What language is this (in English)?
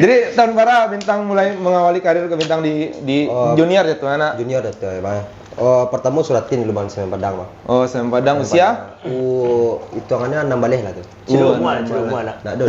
Minangkabau